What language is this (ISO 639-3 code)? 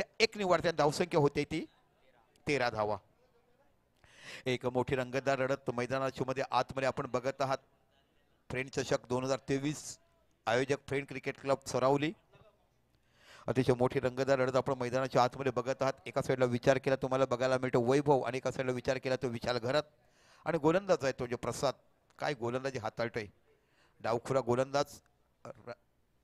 mar